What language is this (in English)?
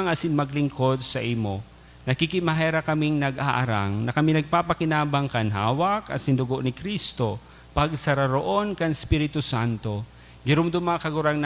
Bikol